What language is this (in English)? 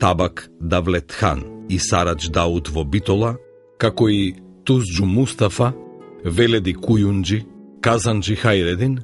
Macedonian